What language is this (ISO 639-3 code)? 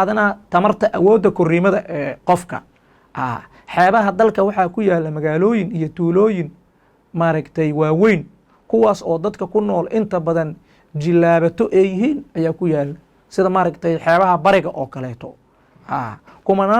som